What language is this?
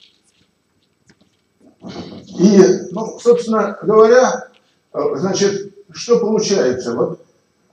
Russian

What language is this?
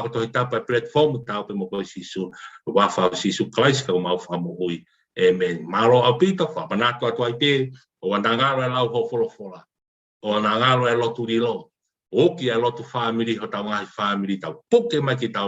Tongan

